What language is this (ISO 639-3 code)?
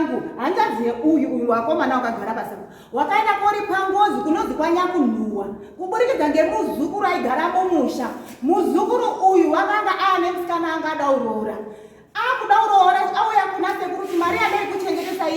sna